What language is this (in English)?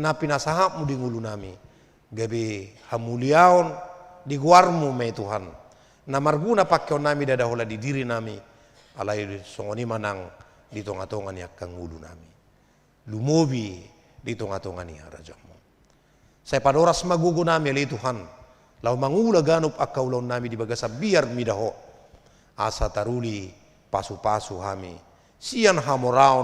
Batak Toba